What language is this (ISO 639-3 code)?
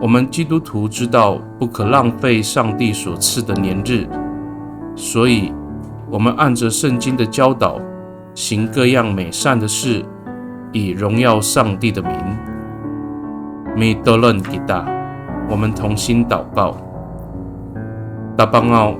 ami